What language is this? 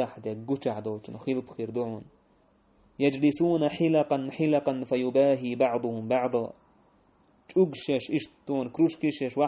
Chechen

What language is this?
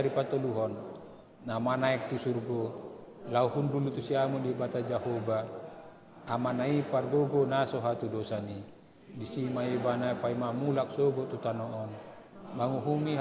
Batak Toba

